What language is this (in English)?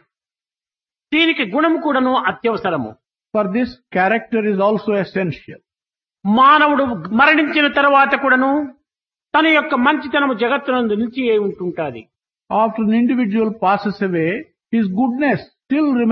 Telugu